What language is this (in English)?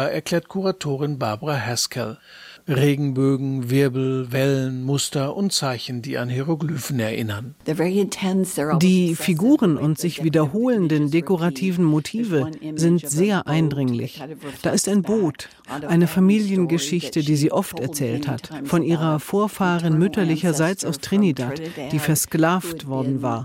German